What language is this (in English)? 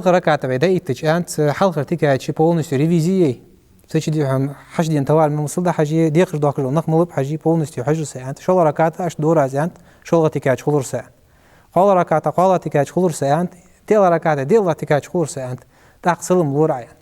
Ingush